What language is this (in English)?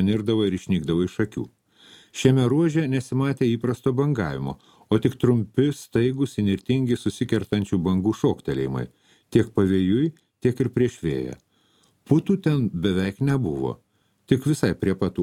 Lithuanian